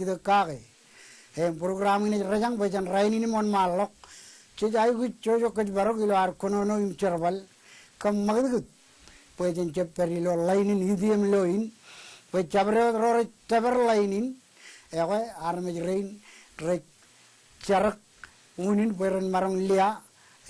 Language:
Marshallese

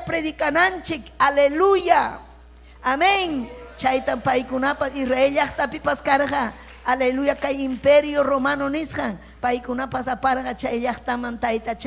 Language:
Ayacucho Quechua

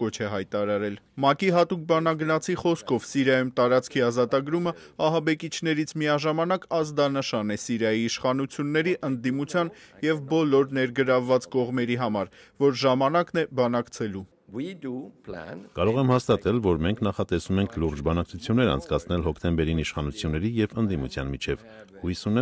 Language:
Armenian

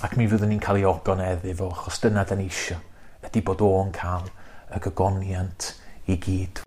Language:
Welsh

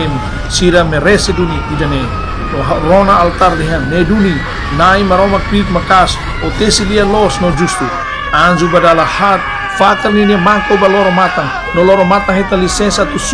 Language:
Tetum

